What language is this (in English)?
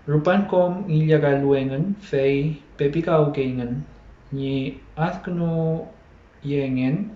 Mapuche